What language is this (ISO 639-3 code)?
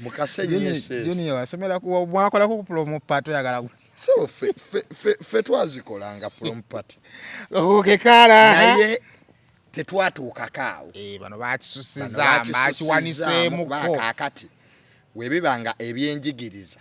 lug